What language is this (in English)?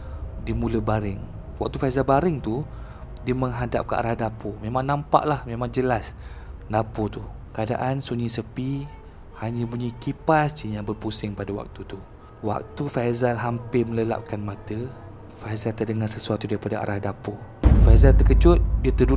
Malay